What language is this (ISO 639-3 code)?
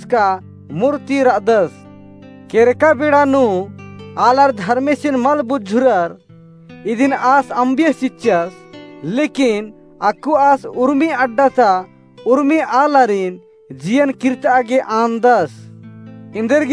kru